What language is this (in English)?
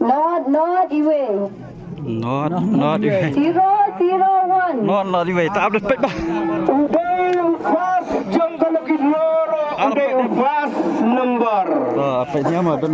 Khasi